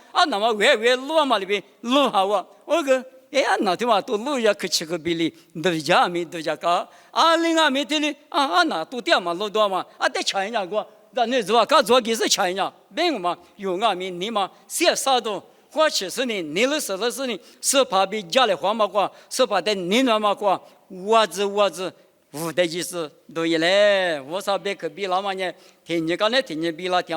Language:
Lisu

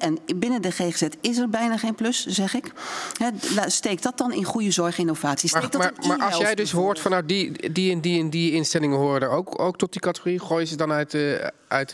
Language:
Dutch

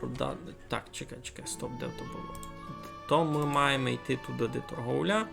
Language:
Rusyn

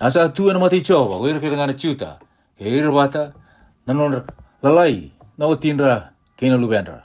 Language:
Fijian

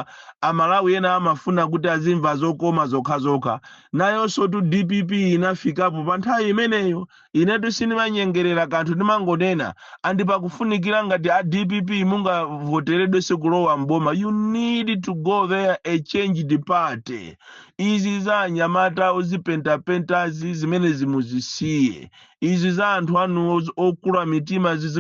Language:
Nyanja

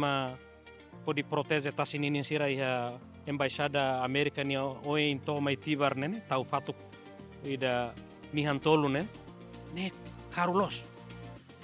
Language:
Tetum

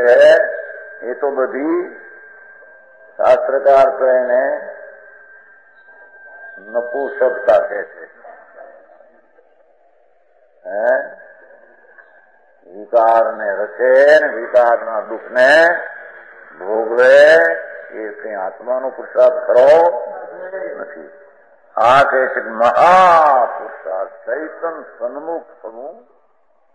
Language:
Gujarati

